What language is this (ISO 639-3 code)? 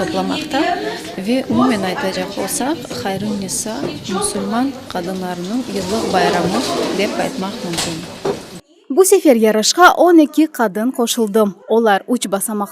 crh